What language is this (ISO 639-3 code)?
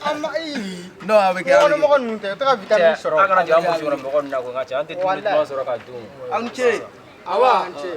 bam